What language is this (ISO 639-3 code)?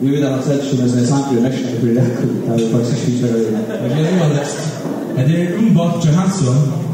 fao